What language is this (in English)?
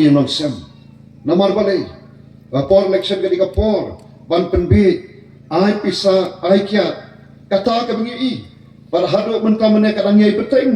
Khasi